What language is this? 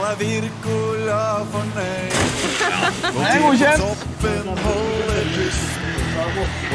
Norwegian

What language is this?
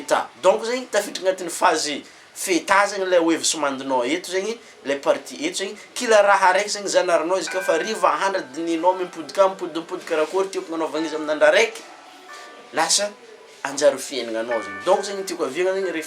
Malagasy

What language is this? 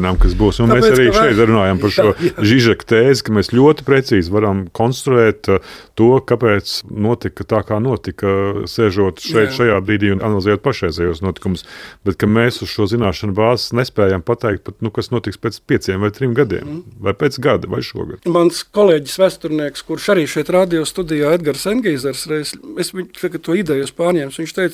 Latvian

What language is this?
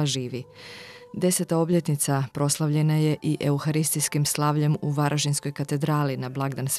Croatian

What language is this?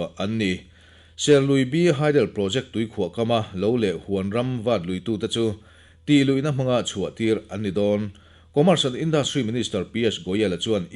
Mizo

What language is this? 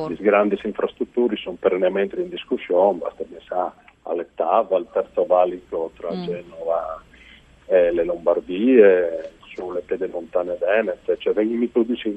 Friulian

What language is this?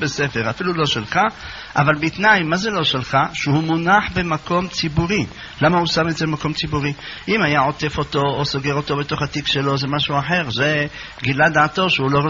Hebrew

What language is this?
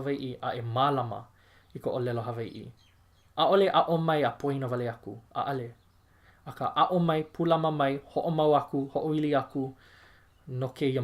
Hawaiian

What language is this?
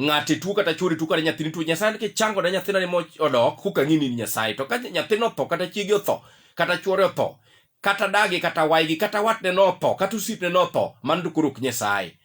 Luo (Kenya and Tanzania)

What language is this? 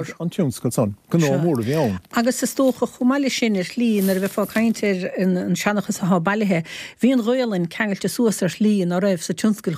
Irish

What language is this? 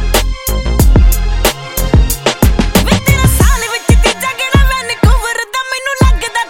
Punjabi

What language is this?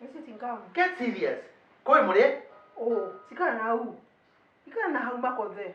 Kikuyu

